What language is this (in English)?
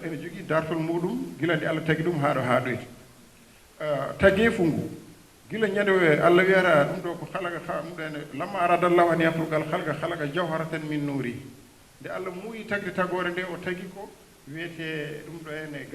Fula